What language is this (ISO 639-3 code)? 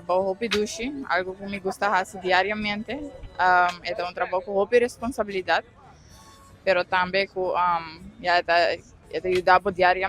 pap